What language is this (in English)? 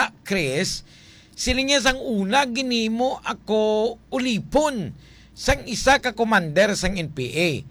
Hiligaynon